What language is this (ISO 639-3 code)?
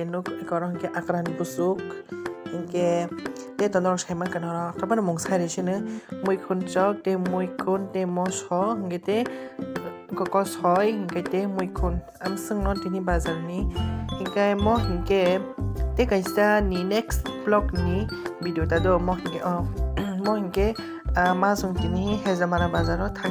trp